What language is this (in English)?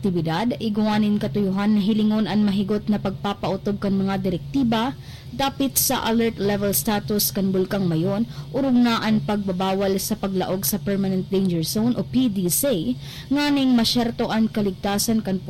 Bikol